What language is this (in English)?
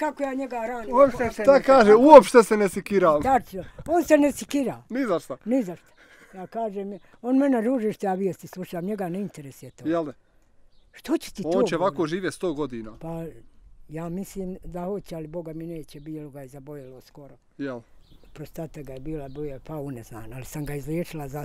Bosnian